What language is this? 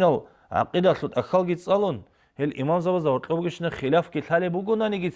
Avaric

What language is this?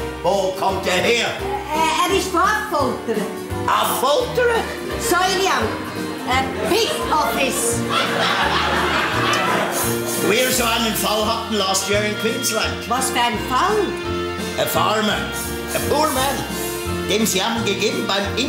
German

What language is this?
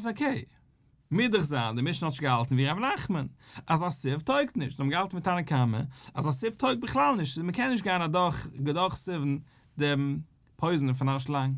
Yiddish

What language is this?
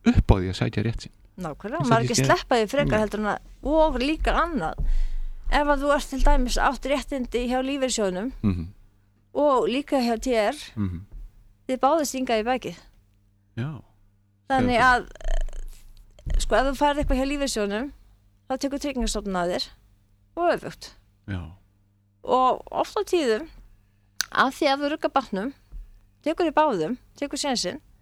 Icelandic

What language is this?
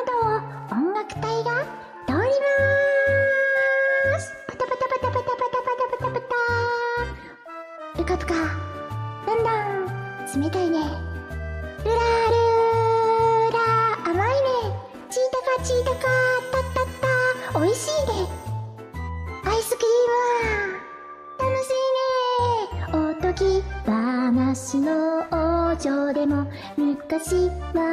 Japanese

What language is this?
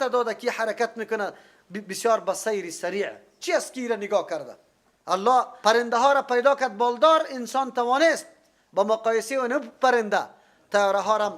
Persian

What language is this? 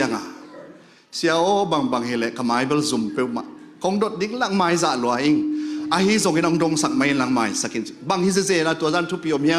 Tedim Chin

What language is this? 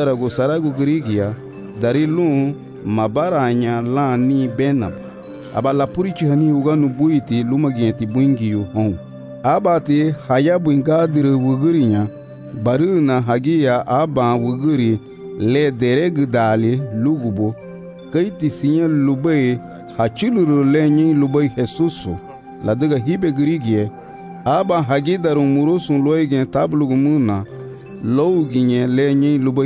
Garifuna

